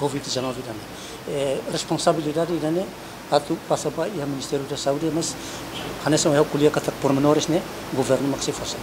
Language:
Tetum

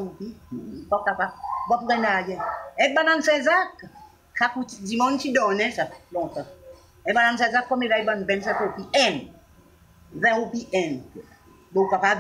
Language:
Seselwa Creole French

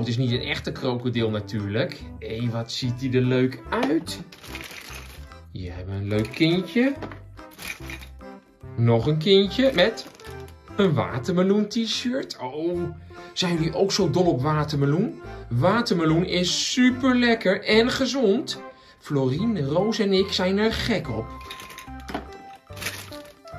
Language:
Dutch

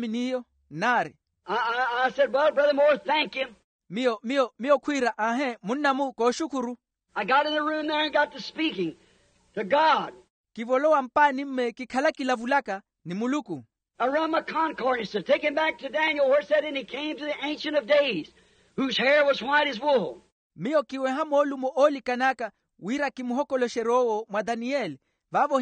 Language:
Makhuwa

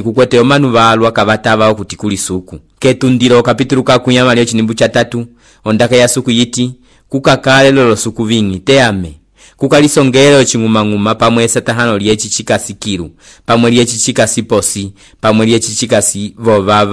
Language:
Umbundu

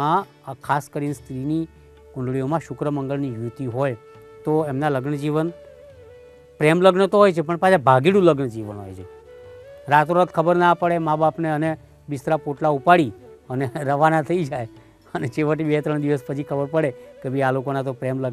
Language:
Gujarati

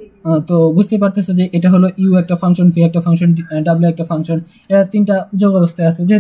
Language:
Bangla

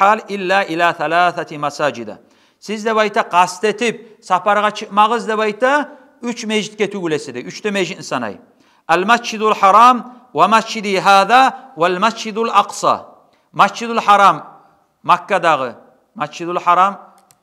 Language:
Kumyk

